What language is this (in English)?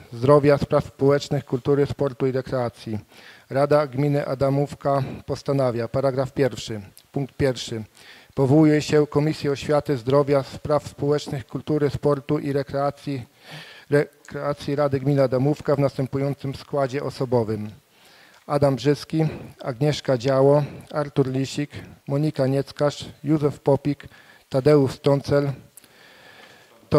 Polish